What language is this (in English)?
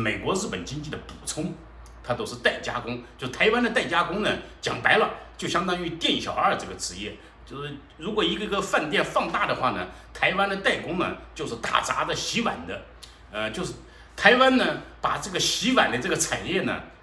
Chinese